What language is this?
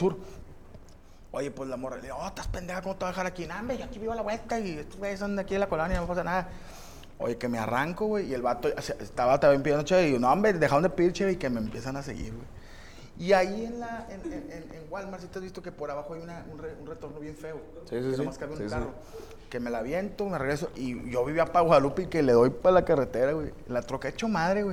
Spanish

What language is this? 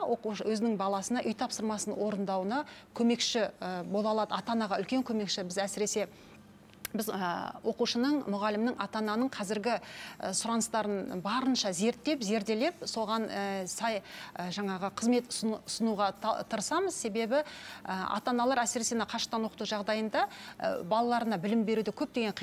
Kazakh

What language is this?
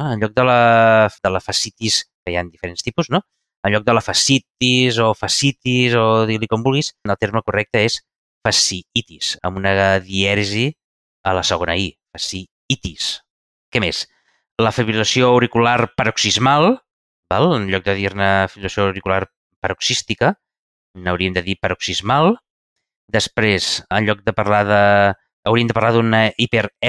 Catalan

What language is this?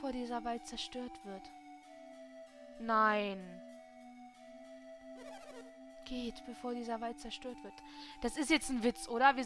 German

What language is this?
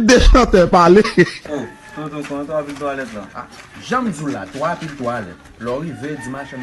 Haitian Creole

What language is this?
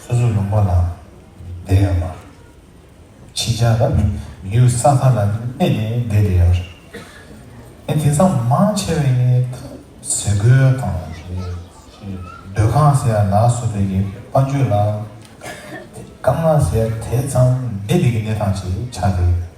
Tibetan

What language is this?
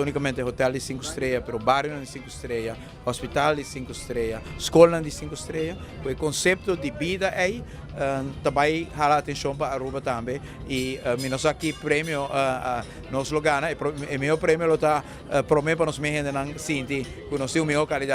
Papiamento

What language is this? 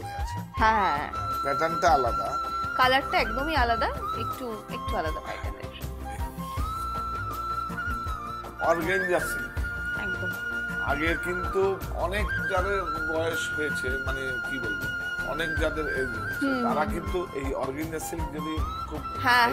Bangla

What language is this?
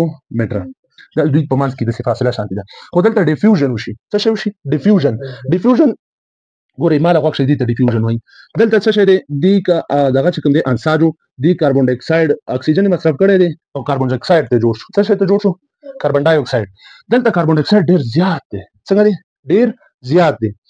Pashto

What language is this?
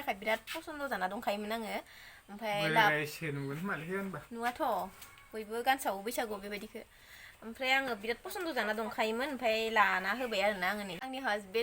Bodo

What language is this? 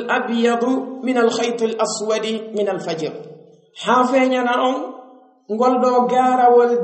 Pular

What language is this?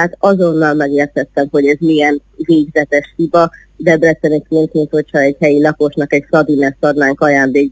Hungarian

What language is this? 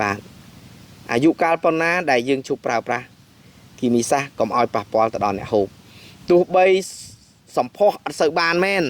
Khmer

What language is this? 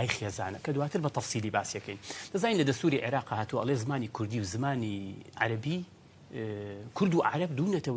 Central Kurdish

